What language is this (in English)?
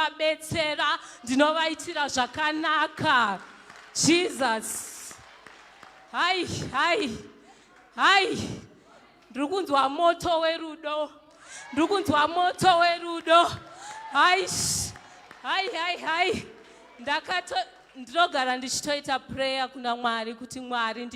Shona